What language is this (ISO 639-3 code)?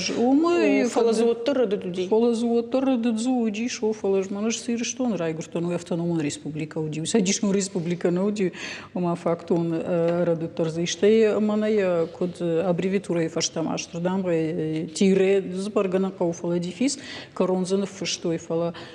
oss